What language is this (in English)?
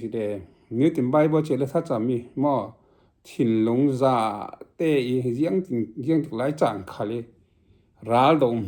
Falam Chin